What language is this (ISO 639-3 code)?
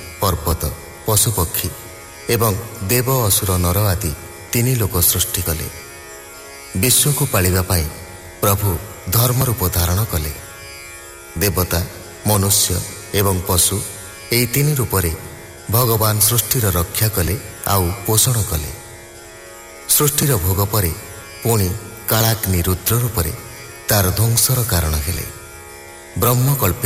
ori